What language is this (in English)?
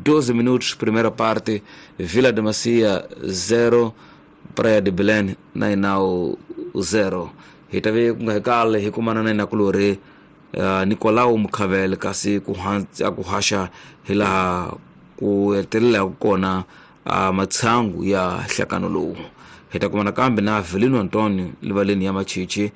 Tsonga